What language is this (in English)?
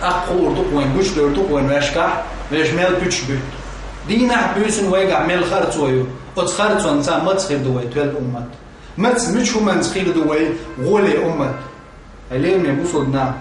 Chechen